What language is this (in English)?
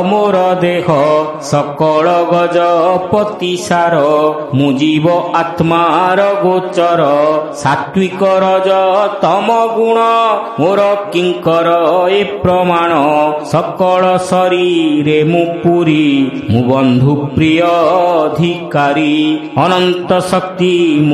Odia